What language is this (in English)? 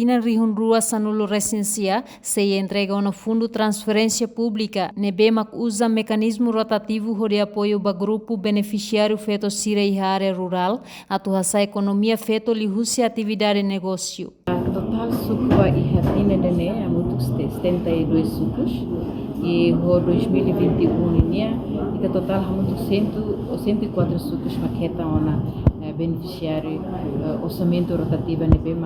Tetum